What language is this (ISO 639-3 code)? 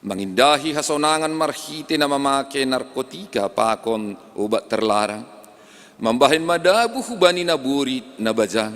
bts